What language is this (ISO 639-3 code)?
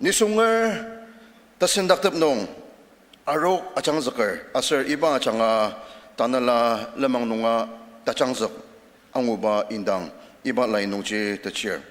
njo